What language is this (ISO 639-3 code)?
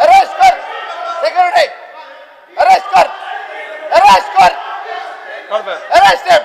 kok